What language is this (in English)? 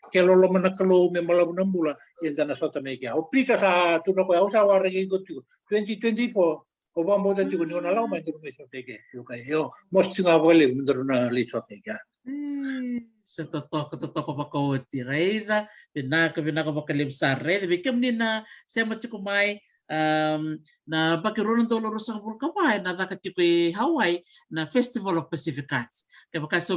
Fijian